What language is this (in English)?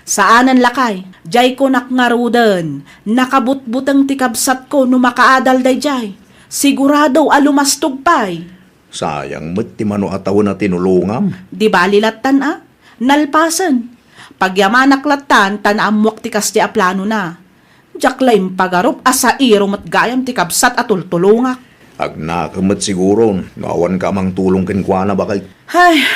Iloko